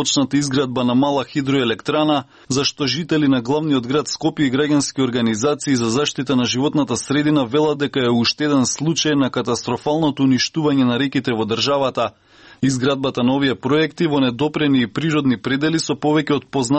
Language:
Macedonian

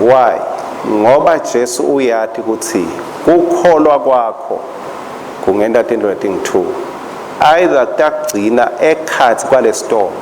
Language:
Swati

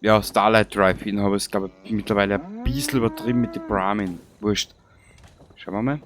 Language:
Bavarian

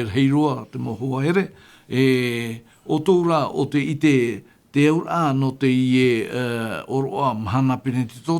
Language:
Tahitian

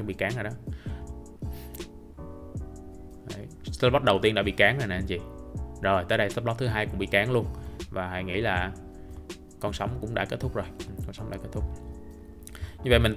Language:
Vietnamese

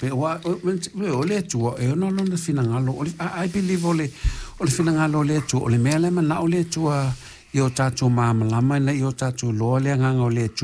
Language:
Samoan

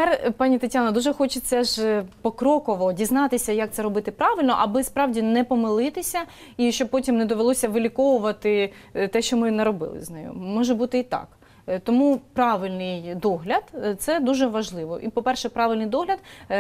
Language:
Ukrainian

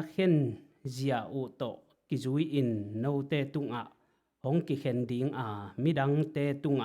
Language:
Tedim Chin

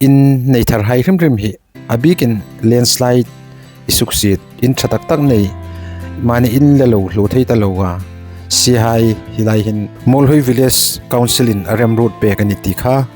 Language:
Hmar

